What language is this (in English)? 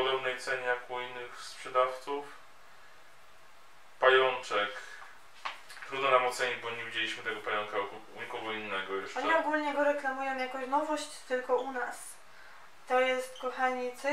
Polish